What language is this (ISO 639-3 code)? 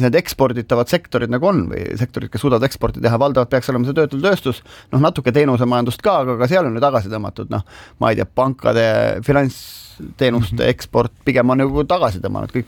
est